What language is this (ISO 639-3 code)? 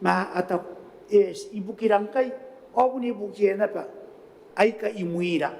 gil